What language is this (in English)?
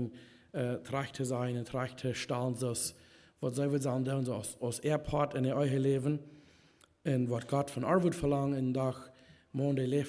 Plautdietsch